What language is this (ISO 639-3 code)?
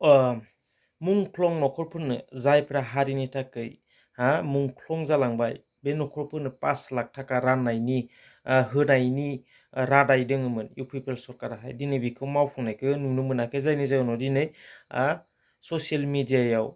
brx